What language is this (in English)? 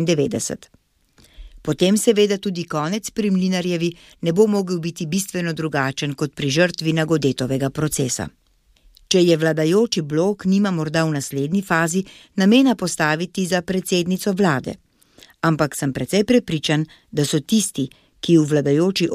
Slovenian